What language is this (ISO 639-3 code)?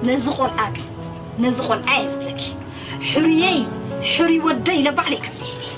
tir